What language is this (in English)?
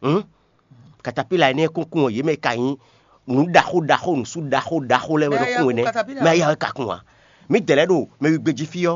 Fon